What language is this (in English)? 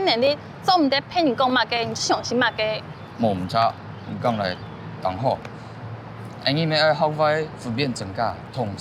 Hakka Chinese